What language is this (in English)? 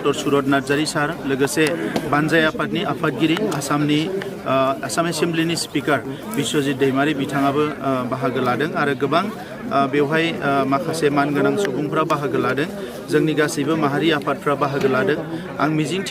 Bodo